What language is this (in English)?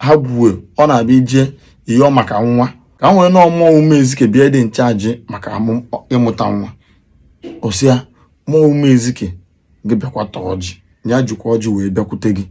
Igbo